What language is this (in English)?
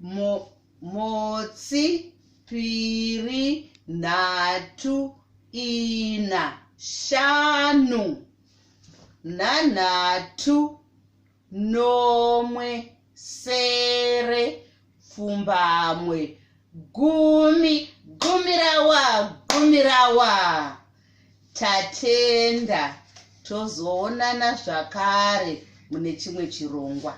Shona